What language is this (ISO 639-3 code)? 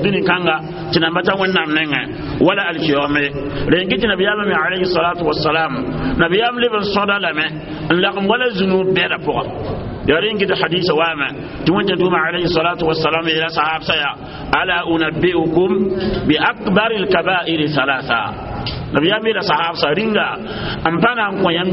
mos